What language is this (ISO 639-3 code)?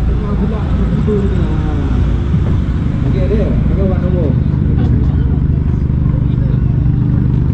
msa